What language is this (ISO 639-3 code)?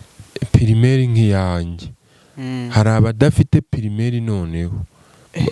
kin